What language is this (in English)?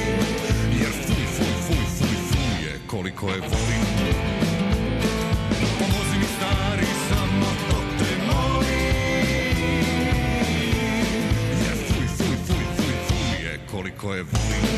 Serbian